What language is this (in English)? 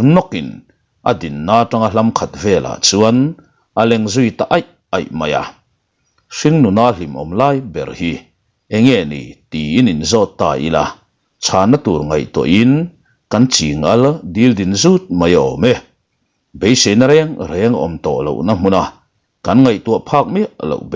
Mizo